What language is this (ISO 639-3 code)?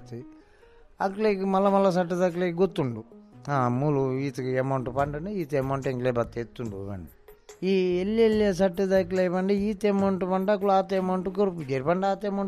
tcy